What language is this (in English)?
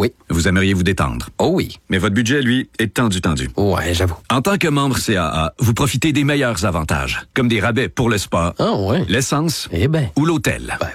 French